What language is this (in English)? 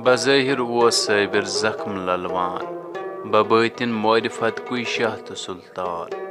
Kashmiri